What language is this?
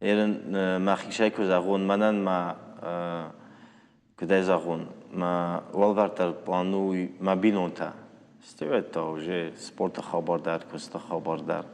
Ossetic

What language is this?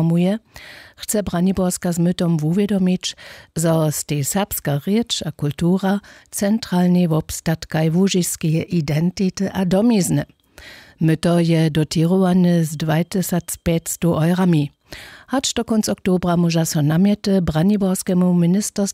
Upper Sorbian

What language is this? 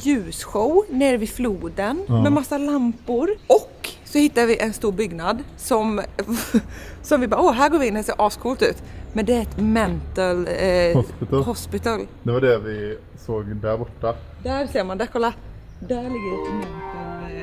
Swedish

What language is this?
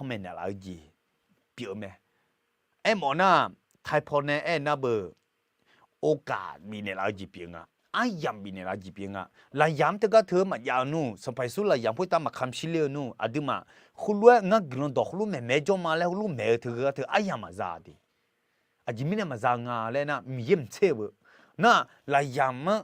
Akha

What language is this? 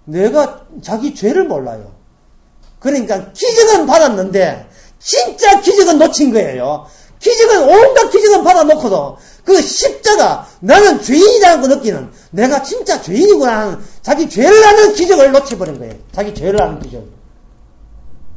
Korean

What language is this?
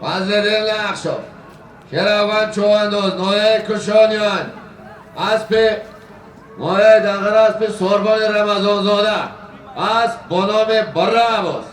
Tajik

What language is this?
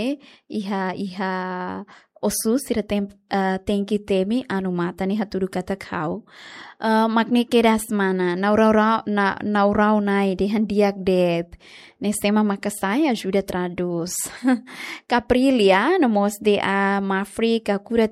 Tetum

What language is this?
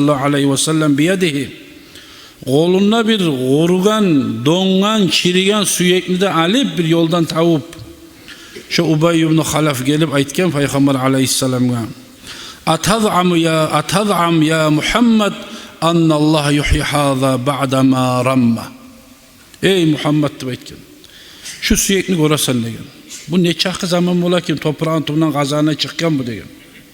Kumyk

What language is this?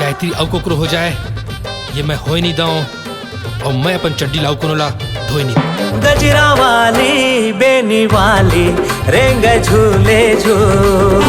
Chhattisgarhi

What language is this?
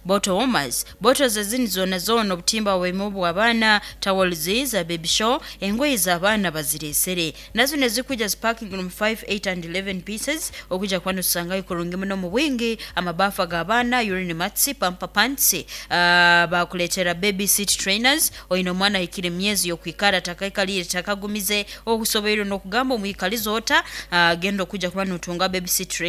Nyankole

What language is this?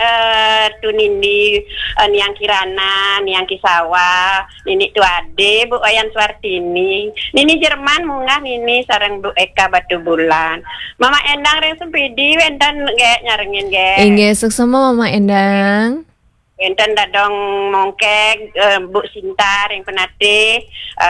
Balinese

